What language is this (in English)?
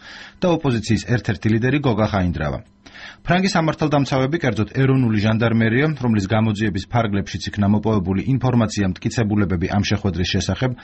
Georgian